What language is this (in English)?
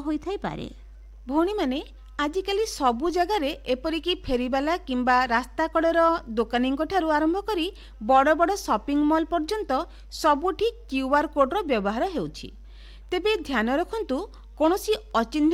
Odia